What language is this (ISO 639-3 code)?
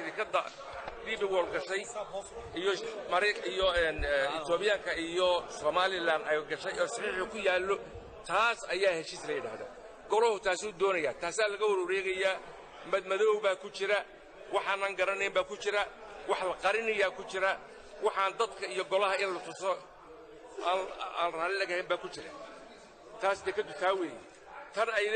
som